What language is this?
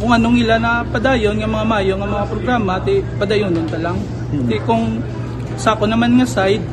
Hiligaynon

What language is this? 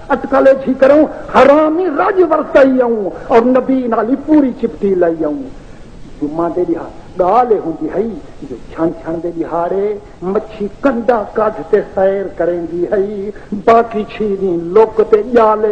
Saraiki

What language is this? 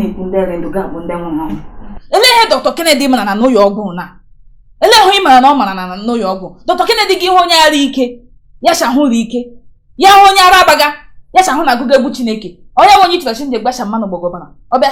Igbo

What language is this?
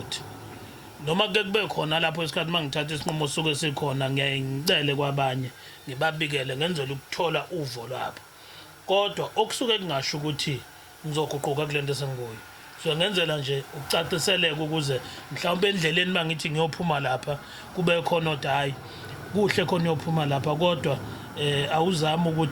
Zulu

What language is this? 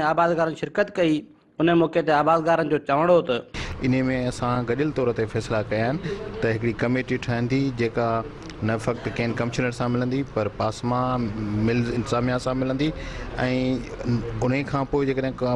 Sindhi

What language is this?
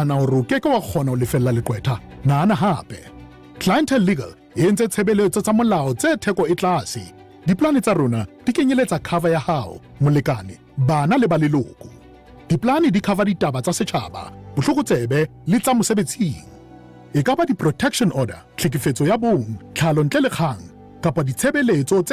Southern Sotho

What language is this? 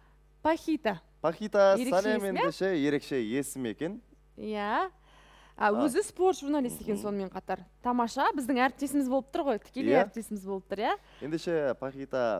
Kazakh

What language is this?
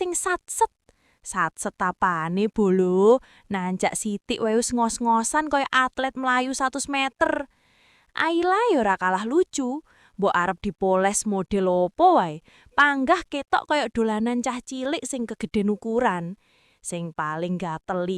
Javanese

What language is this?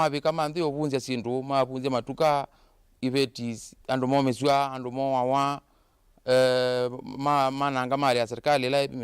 Kamba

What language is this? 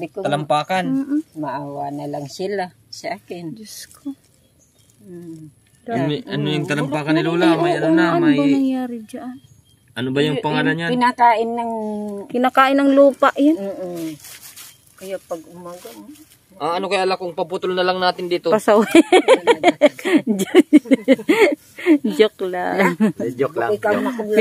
Filipino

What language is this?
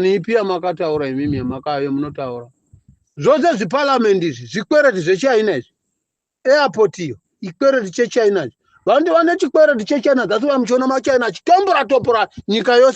Shona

